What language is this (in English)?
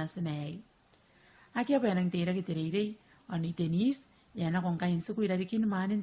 Gilbertese